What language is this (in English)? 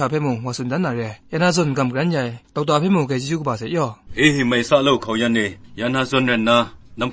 Kachin